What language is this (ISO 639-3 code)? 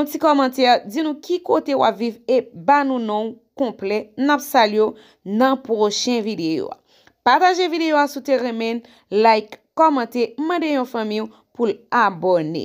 hat